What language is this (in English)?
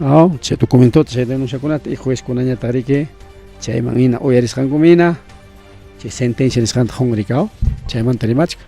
Ayacucho Quechua